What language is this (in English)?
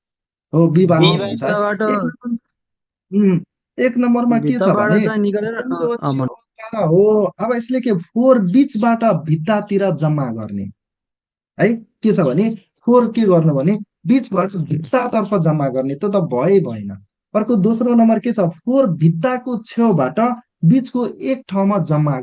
Nepali